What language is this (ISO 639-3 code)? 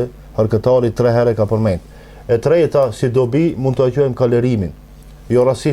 sqi